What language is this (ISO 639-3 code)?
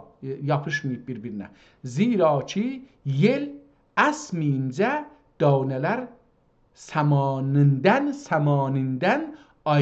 azb